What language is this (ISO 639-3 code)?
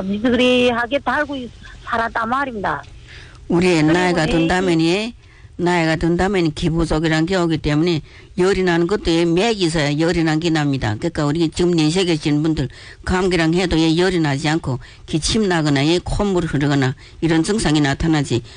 kor